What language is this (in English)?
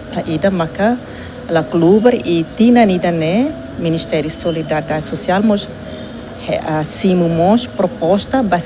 Tetum